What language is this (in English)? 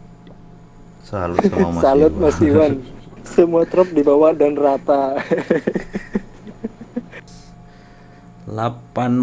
Indonesian